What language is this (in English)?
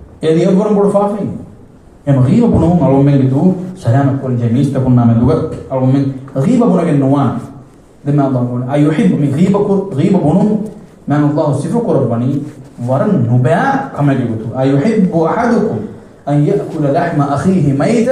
Divehi